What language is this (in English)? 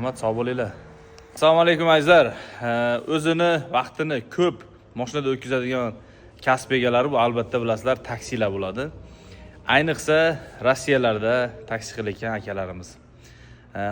Uzbek